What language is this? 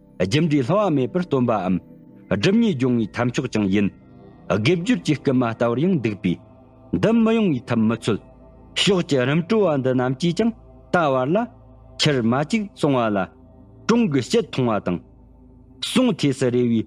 Tibetan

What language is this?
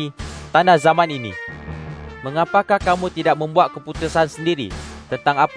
Malay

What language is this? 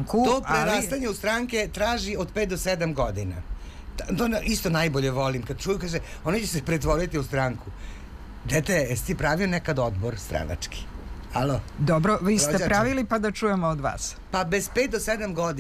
Serbian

